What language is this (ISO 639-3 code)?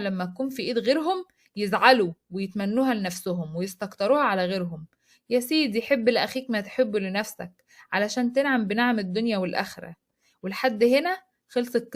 arz